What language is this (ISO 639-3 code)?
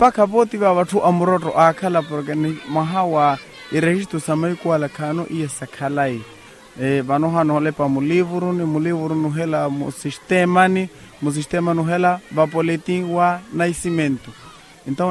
vmw